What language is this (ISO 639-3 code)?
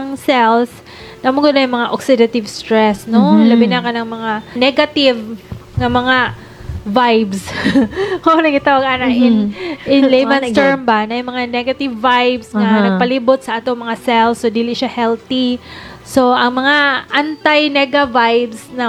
ceb